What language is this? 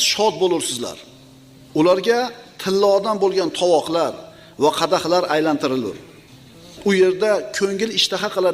Uzbek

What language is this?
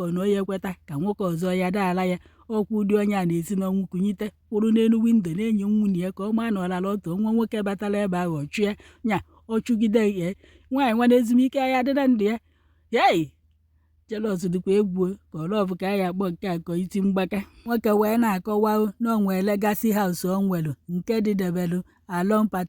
Igbo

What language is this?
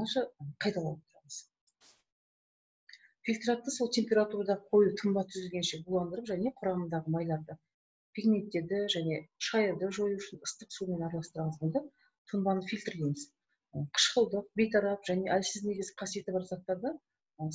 Kazakh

